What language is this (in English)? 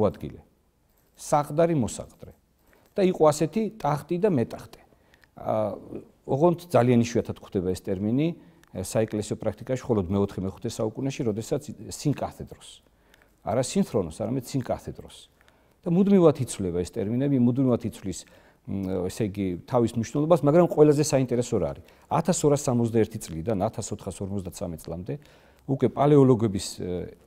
Georgian